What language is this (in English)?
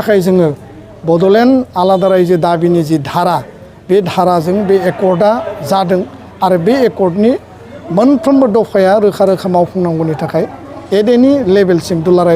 Bodo